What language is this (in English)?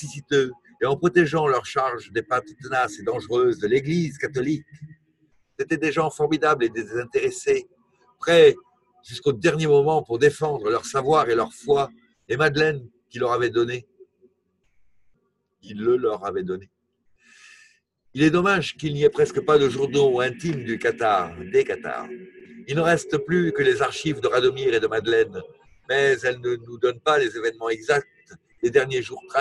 French